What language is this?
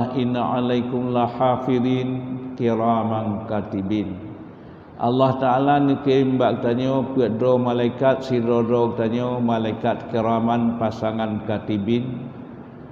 Achinese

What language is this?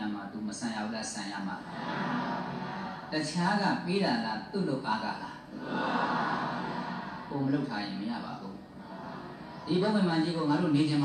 Burmese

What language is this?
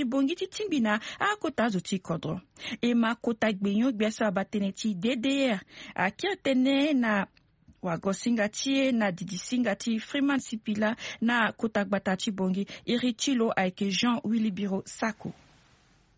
Sango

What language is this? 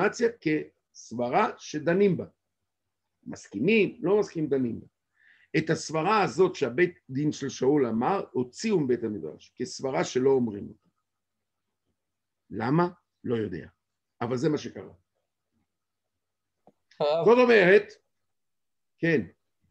Hebrew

